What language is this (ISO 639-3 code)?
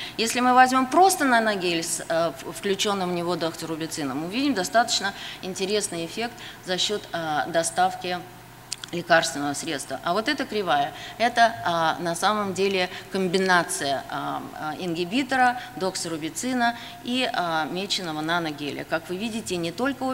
rus